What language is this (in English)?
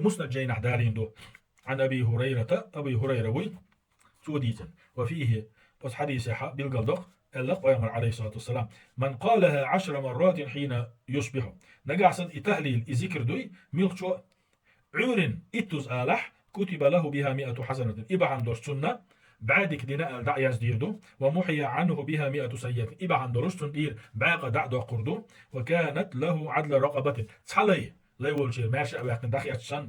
Chechen